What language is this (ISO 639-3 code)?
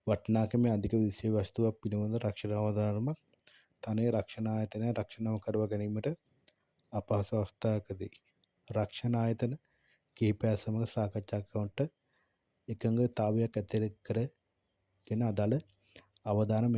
sin